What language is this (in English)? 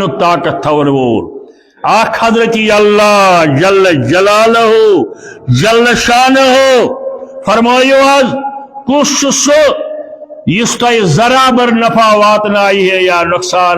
Kashmiri